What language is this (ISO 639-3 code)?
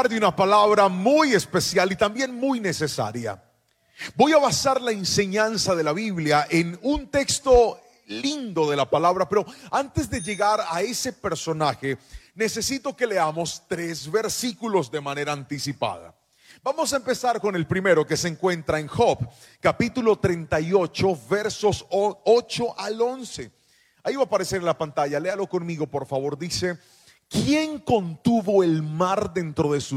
spa